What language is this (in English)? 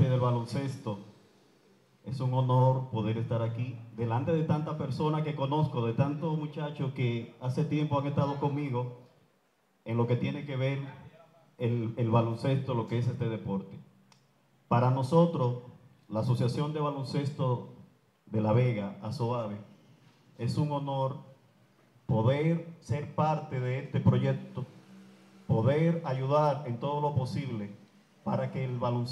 Spanish